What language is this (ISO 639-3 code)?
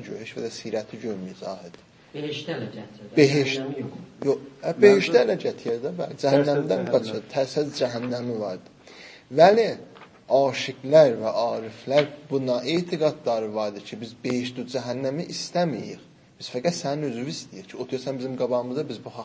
azb